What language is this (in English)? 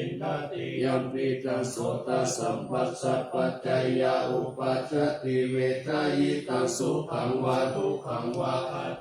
Pali